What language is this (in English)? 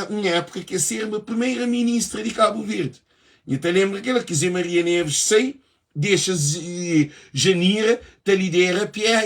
Kabuverdianu